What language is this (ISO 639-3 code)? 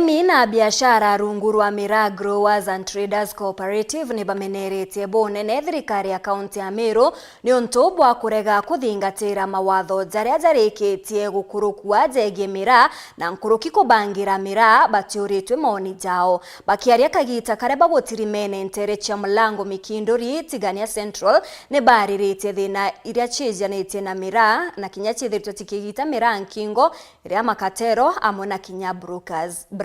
mer